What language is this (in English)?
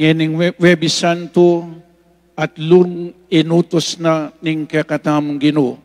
Pampanga